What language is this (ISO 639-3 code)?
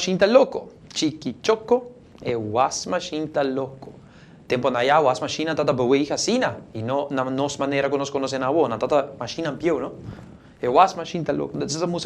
pap